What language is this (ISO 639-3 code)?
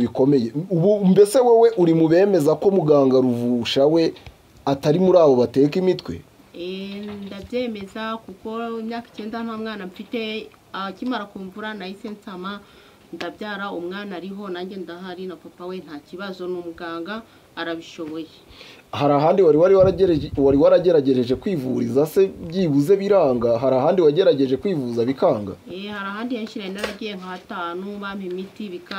kin